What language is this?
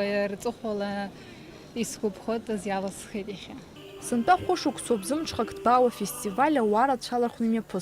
Abkhazian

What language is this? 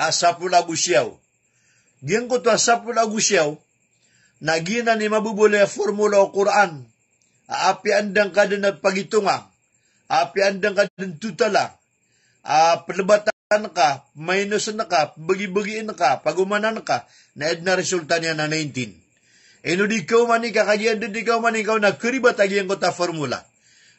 Maranao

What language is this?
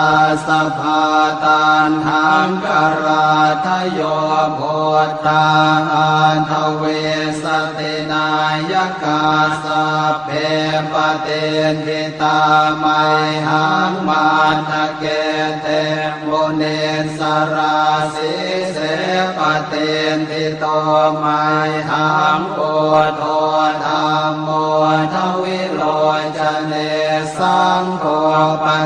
Pali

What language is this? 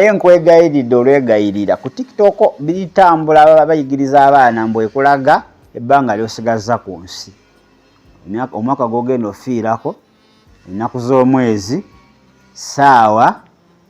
Ganda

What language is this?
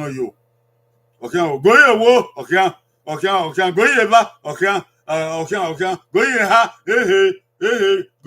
Bini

